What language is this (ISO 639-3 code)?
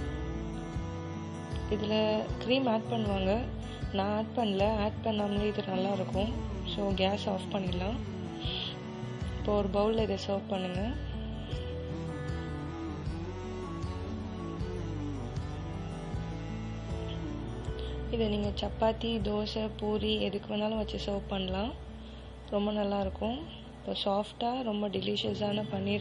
tam